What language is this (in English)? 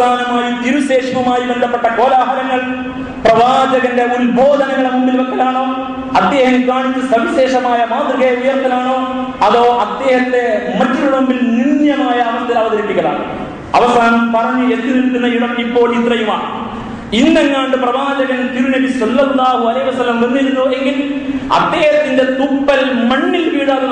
Malayalam